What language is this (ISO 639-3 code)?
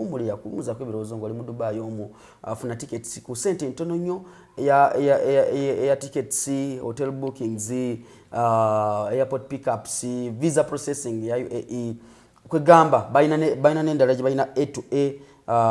lug